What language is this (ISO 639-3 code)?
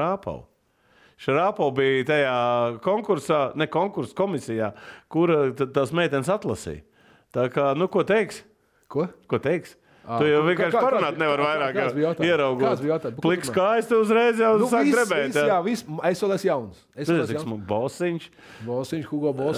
lav